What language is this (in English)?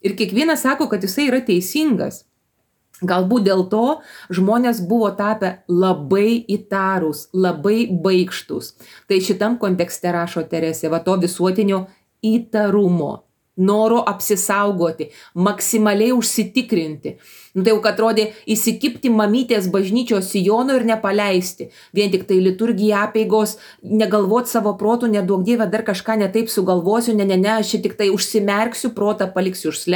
Lithuanian